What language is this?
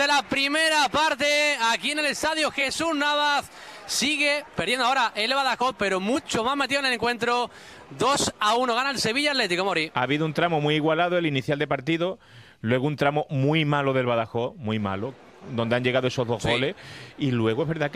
Spanish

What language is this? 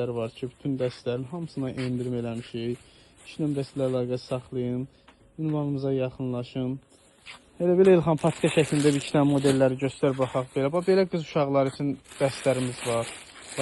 Azerbaijani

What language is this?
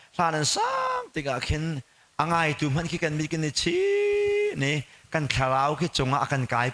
Hakha Chin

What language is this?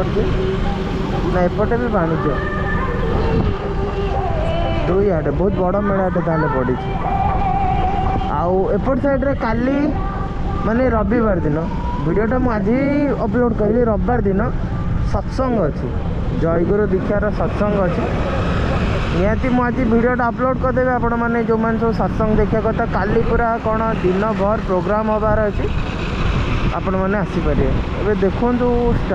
Odia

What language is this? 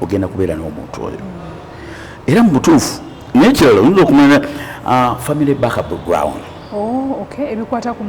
Ganda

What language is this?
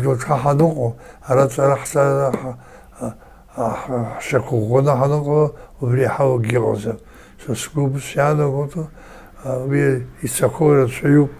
Abkhazian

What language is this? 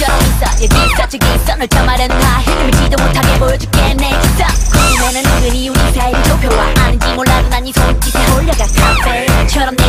Korean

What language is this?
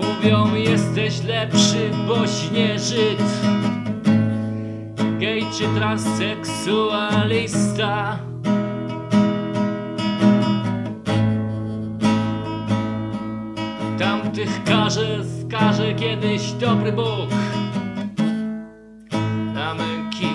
Polish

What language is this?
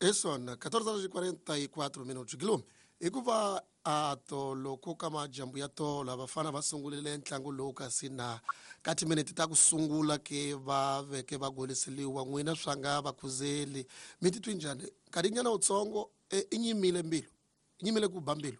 Tsonga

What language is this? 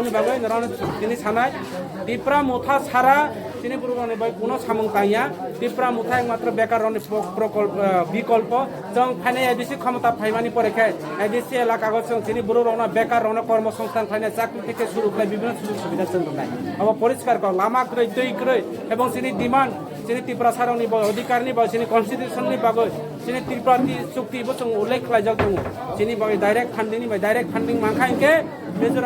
Kok Borok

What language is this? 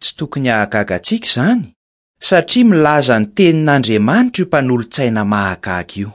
Malagasy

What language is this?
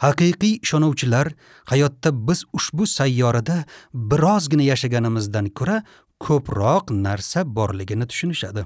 Uzbek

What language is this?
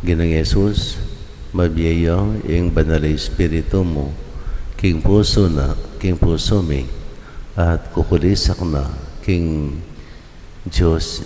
Pampanga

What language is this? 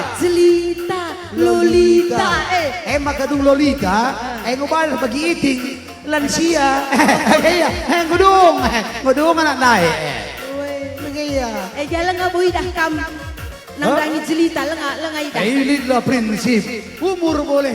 Batak Karo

